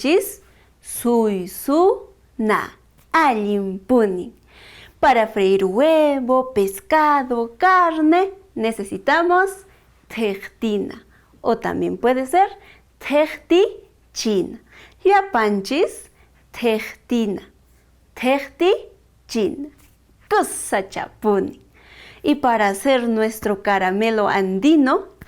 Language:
Quechua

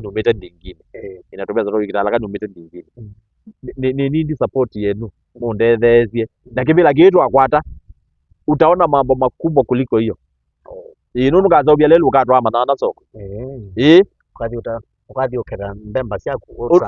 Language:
Kamba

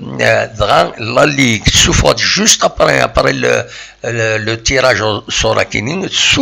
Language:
Kabyle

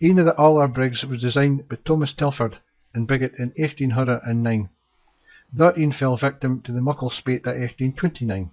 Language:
Scots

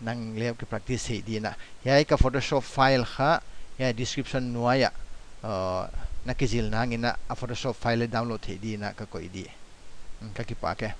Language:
Paite Chin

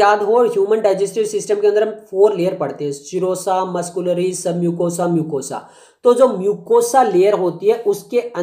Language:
Hindi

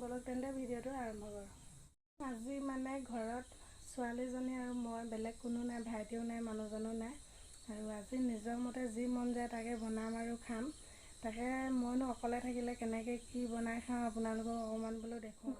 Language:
Assamese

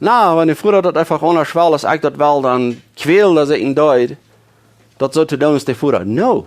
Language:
Plautdietsch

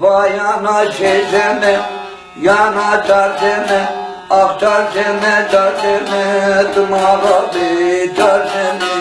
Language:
Zaza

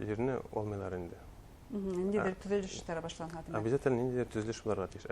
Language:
Bashkir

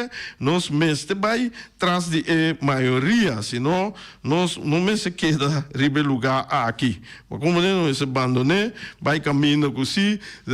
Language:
Papiamento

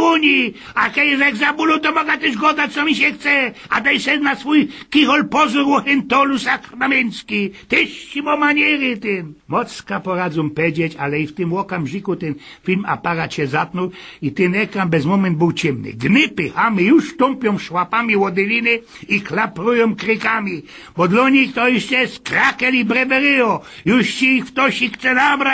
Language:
Silesian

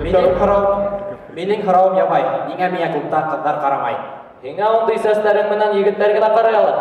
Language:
Bashkir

